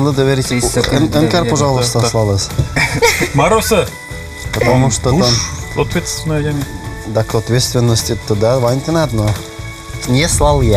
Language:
Udmurt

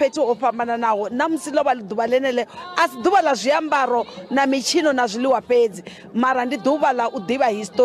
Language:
Venda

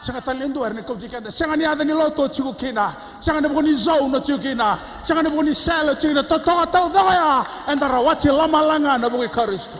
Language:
Fijian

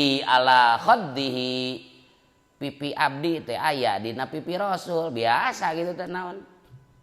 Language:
Sundanese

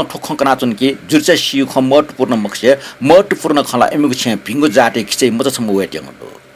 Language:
Newari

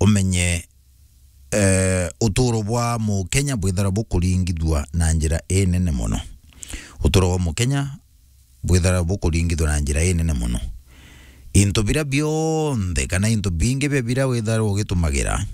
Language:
Meru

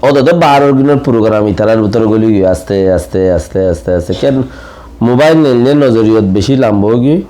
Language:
Rohingya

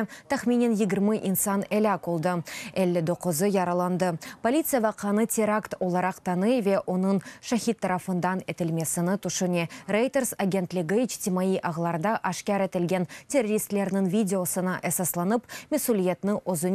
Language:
Crimean Tatar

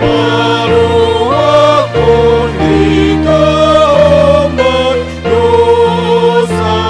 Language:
Batak Simalungun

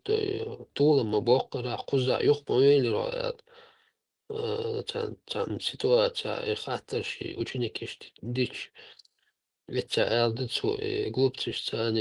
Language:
Chechen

